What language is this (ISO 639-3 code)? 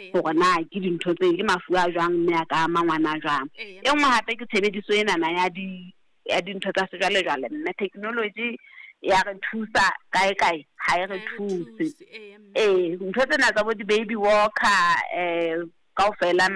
sot